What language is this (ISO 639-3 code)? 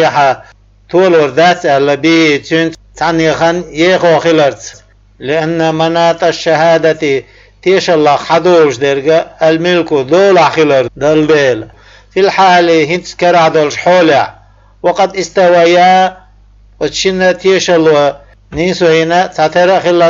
che